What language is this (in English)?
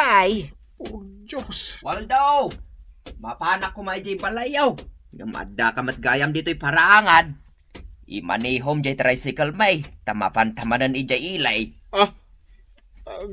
Iloko